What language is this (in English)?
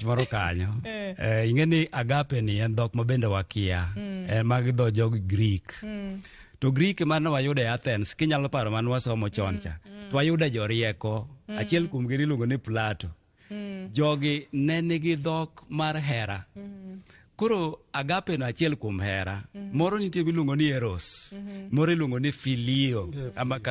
Luo (Kenya and Tanzania)